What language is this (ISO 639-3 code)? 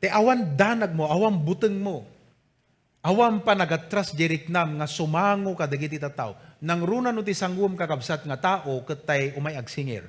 ilo